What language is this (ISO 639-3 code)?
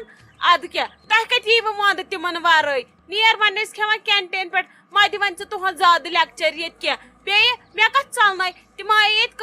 kas